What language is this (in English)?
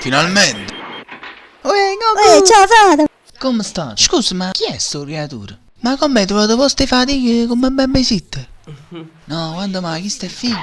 Neapolitan